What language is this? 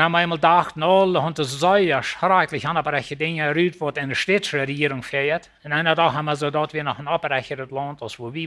Plautdietsch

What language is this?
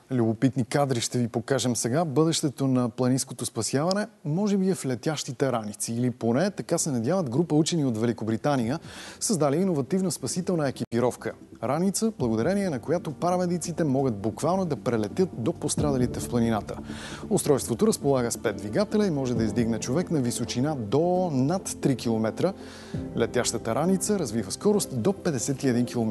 Bulgarian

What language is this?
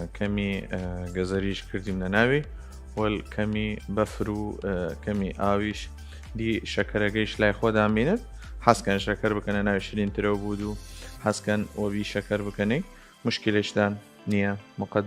Southern Kurdish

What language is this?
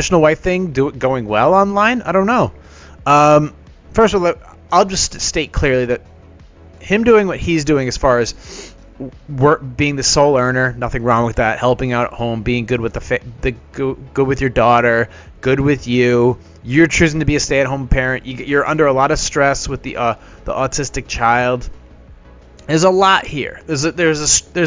English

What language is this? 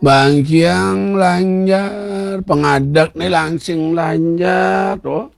Balinese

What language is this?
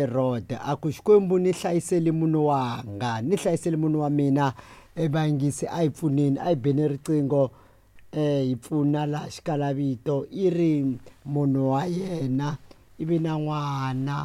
Tsonga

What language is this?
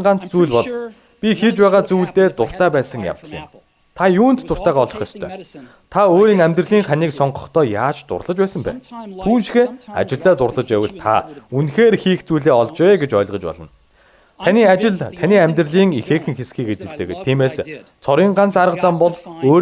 Mongolian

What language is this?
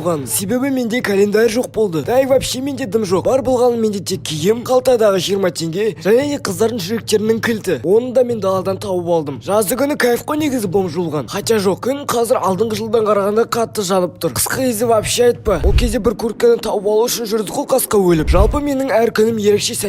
Kazakh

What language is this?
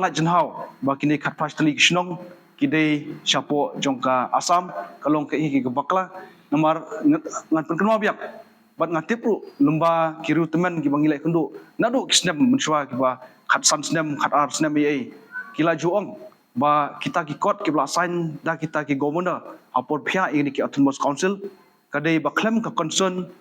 Khasi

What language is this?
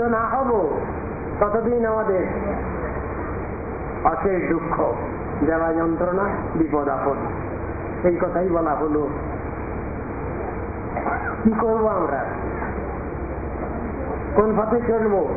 Bangla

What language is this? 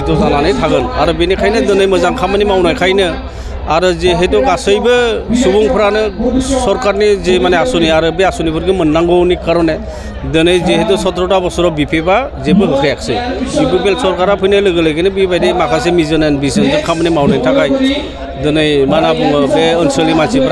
Bodo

